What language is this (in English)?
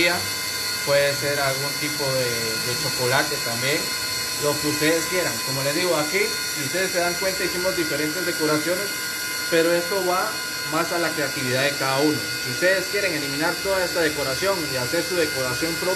Spanish